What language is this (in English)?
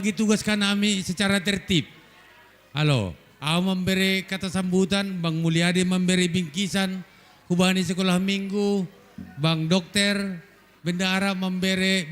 Batak Simalungun